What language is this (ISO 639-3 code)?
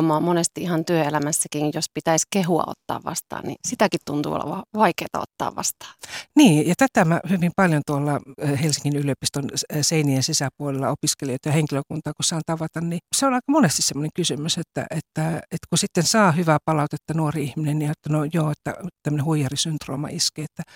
fin